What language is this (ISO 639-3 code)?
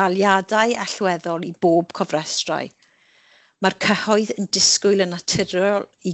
cym